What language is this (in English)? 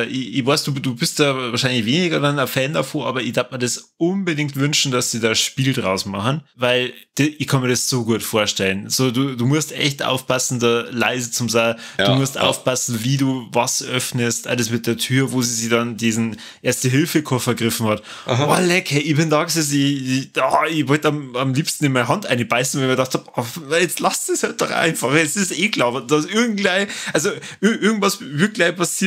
Bavarian